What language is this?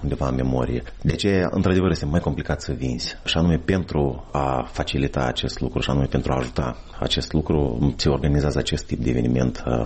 Romanian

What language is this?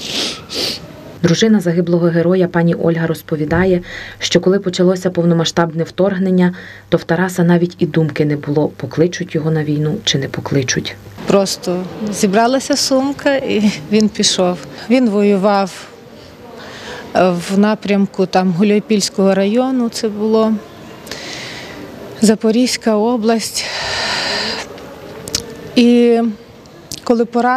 Ukrainian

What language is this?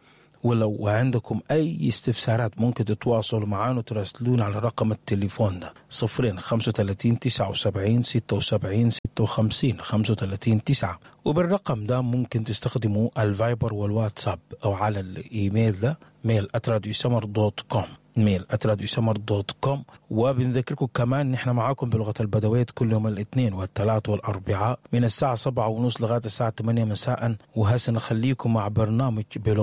Sudanese Arabic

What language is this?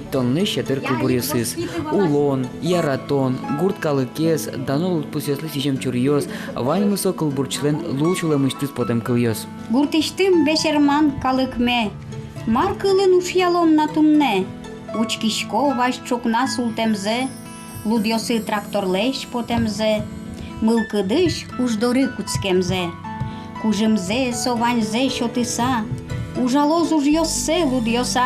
Udmurt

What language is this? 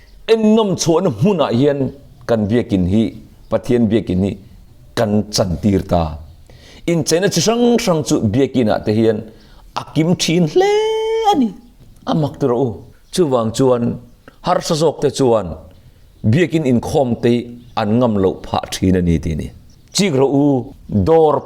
Mizo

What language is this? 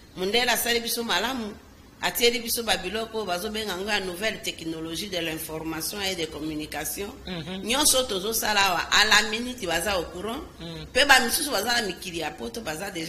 Lingala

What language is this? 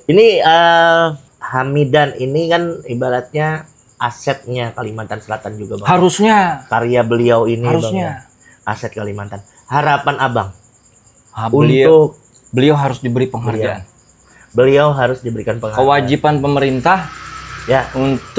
Banjar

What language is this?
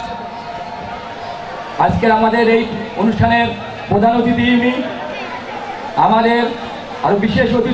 Bangla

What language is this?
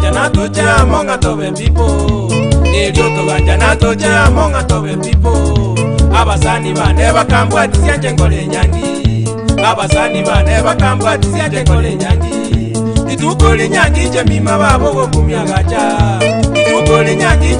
Gusii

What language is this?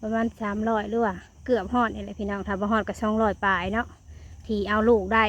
Lao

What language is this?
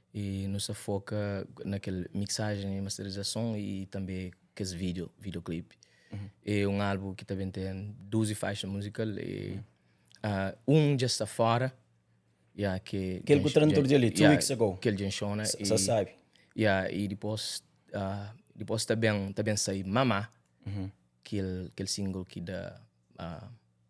Kabuverdianu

